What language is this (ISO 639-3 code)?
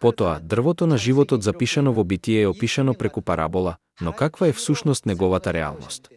mkd